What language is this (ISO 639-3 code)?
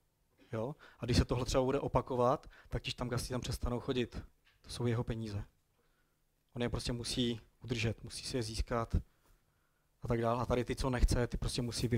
ces